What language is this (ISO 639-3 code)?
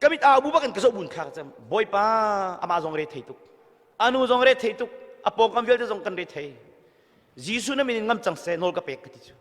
cnh